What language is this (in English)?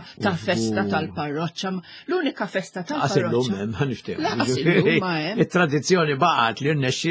Maltese